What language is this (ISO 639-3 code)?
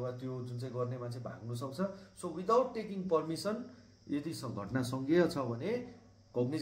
nep